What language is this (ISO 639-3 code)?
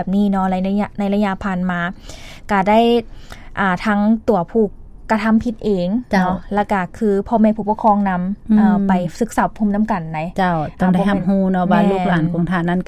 lao